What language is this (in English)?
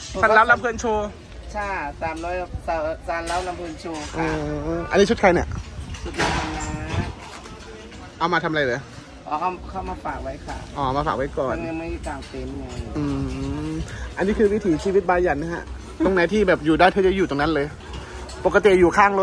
Thai